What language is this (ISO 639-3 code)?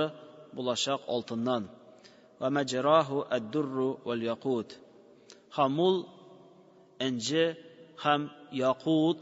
tat